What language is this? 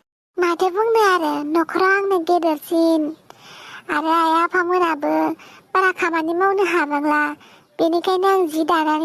Bodo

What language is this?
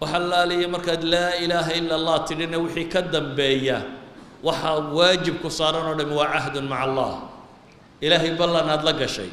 Somali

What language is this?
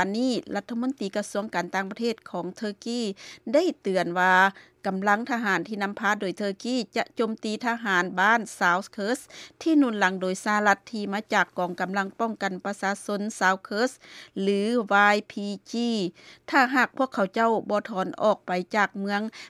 Lao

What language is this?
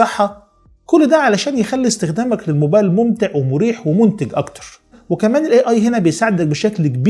Egyptian Arabic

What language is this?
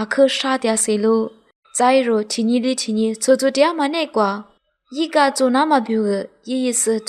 Lisu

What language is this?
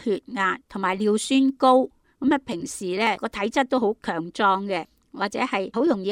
Cantonese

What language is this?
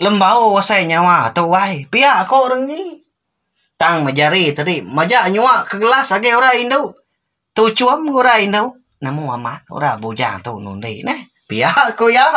Iban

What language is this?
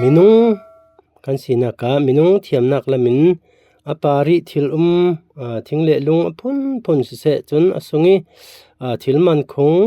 Falam Chin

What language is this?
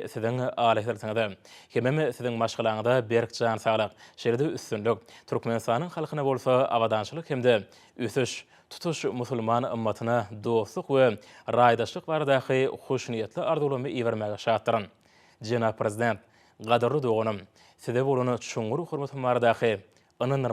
Turkmen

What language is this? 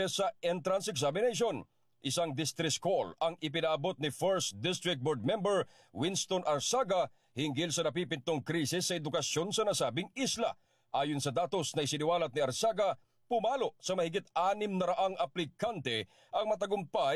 Filipino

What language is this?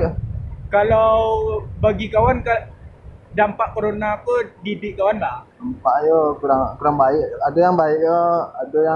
Minangkabau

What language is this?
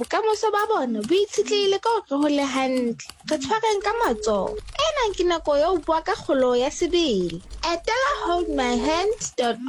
Southern Sotho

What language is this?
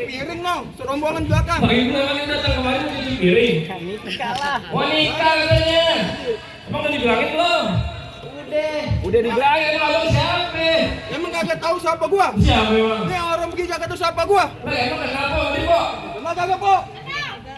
Betawi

